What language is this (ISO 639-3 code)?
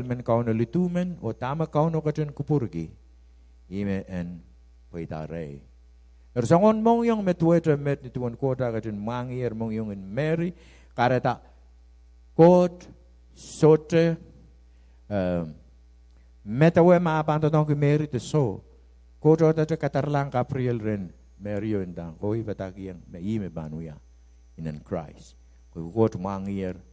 pon